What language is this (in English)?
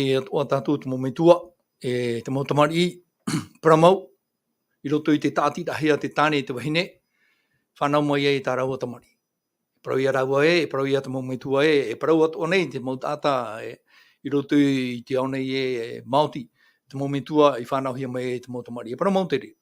Tahitian